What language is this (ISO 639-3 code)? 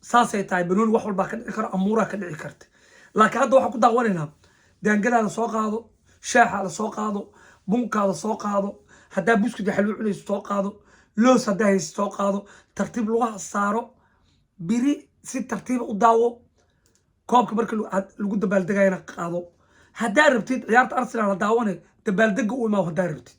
som